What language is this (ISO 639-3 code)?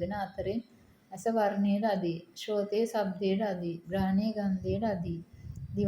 sin